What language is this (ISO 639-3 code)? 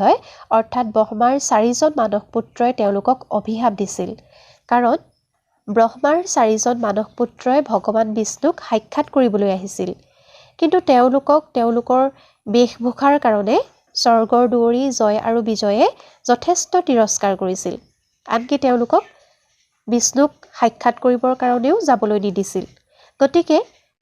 asm